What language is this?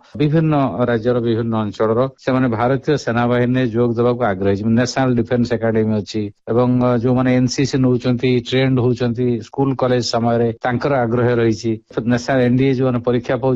Odia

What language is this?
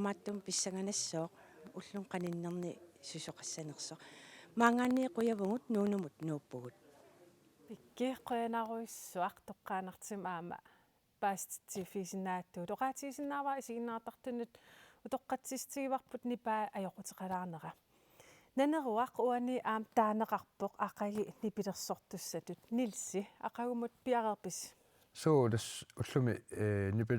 Kalaallisut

